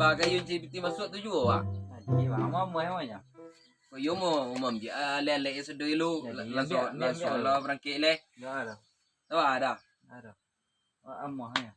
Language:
Minangkabau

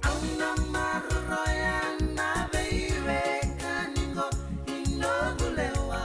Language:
Fijian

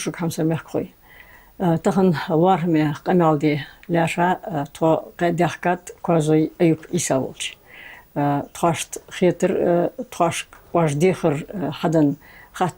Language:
Ingush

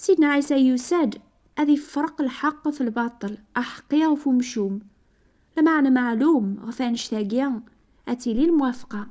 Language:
Kabyle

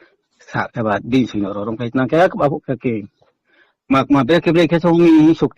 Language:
Riang (India)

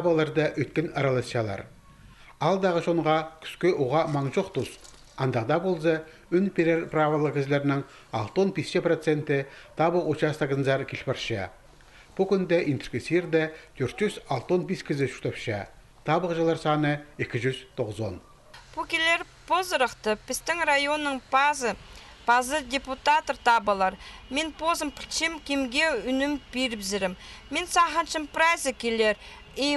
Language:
Khakas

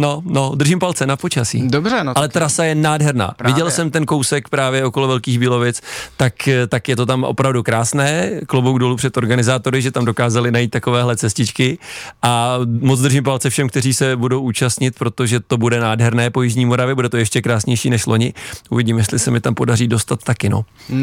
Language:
Czech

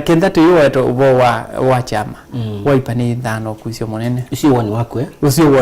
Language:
Kamba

